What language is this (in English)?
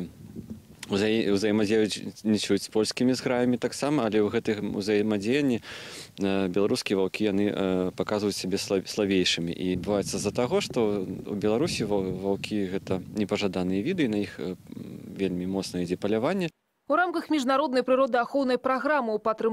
Belarusian